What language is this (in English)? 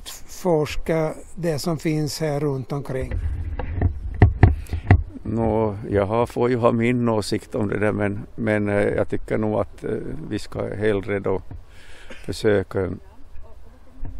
Swedish